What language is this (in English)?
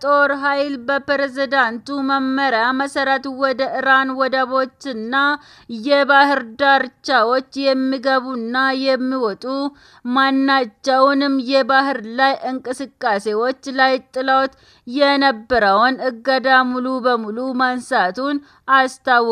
Amharic